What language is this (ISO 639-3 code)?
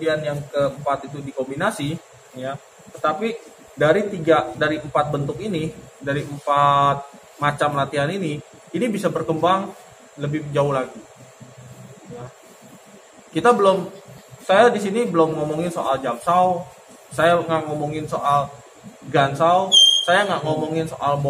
ind